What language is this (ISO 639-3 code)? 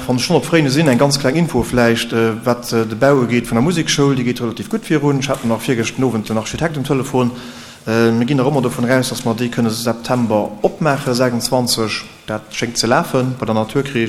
ltz